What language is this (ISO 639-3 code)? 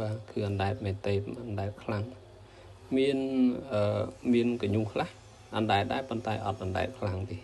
khm